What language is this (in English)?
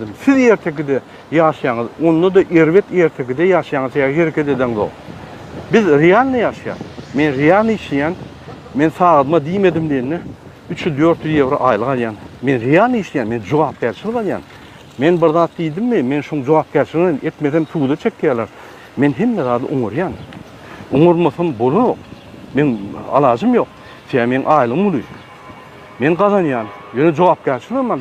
Turkmen